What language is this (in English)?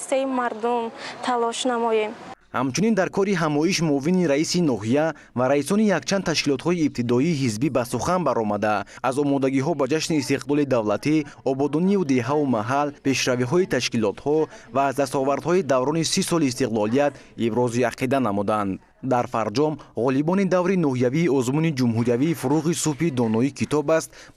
Tajik